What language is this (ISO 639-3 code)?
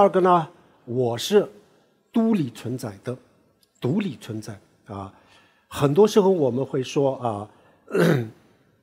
zho